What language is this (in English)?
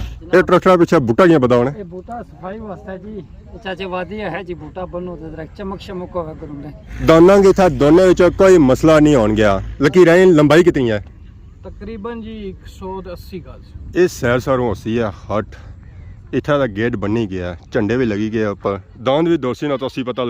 Pahari-Potwari